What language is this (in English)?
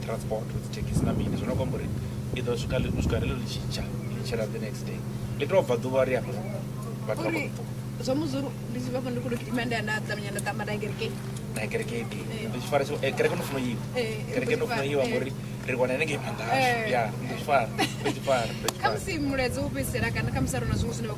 Venda